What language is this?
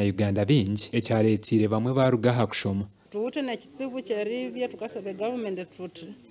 Nyankole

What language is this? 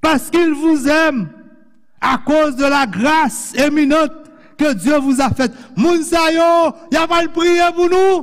Haitian Creole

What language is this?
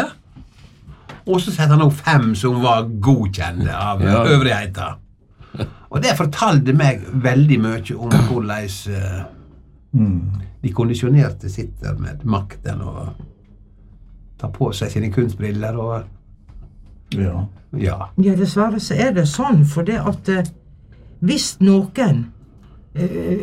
Norwegian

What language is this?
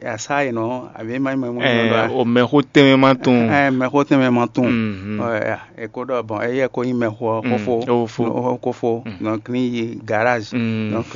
Fon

